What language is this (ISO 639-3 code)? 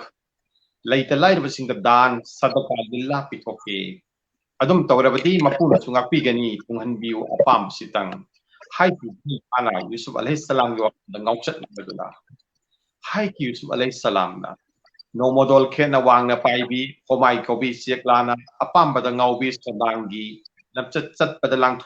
mni